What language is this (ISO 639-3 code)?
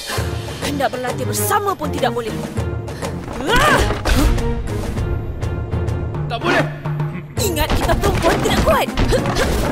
msa